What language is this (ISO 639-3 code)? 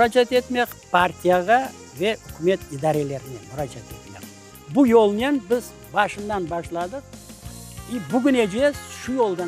crh